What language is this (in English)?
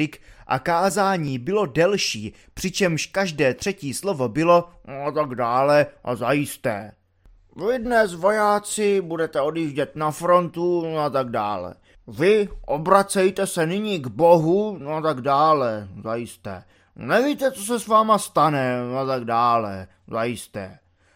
Czech